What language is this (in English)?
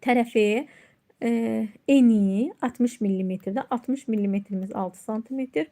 Azerbaijani